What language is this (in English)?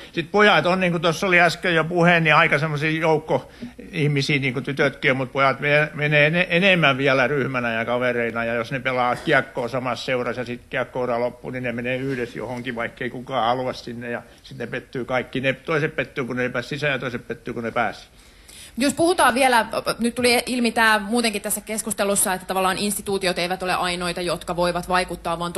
Finnish